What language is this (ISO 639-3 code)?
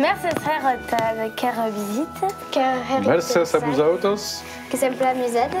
oci